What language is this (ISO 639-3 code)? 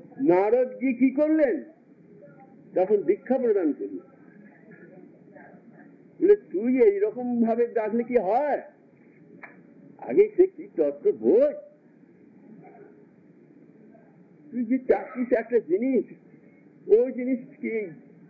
ben